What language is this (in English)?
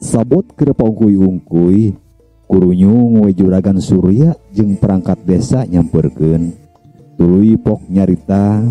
Sundanese